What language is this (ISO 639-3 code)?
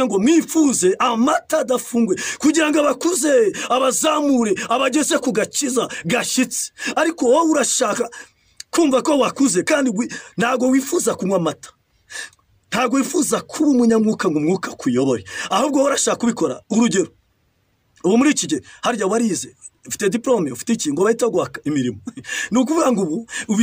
kin